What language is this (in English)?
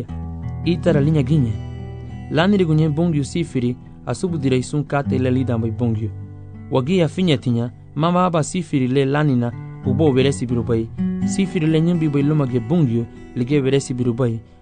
Garifuna